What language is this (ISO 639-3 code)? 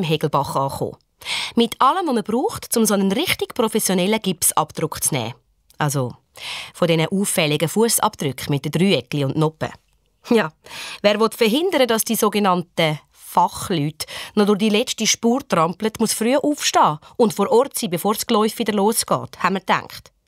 gsw